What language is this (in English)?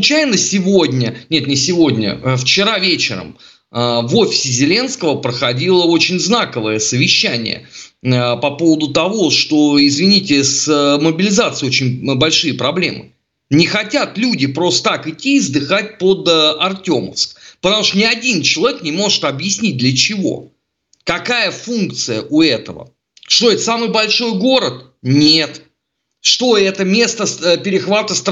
Russian